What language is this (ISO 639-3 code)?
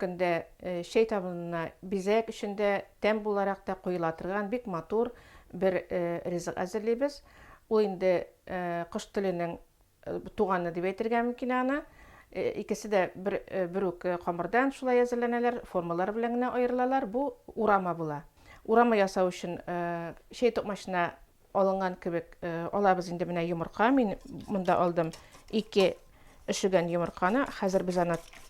tat